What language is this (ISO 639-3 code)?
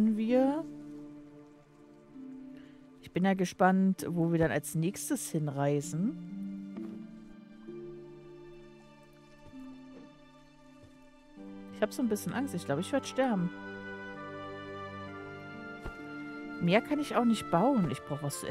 deu